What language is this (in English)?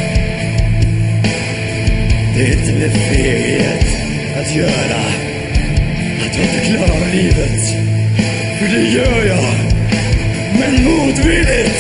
Swedish